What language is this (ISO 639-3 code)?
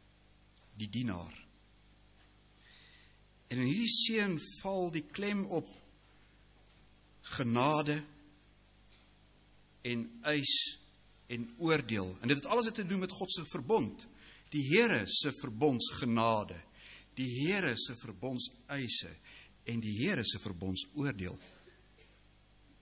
afr